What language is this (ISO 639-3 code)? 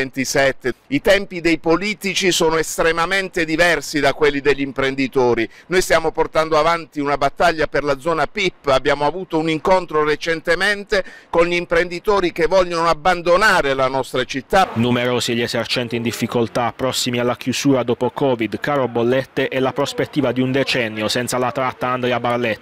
ita